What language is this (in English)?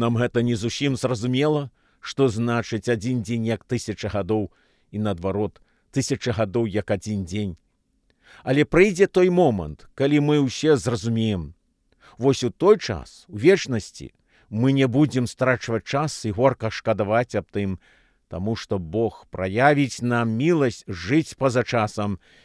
Belarusian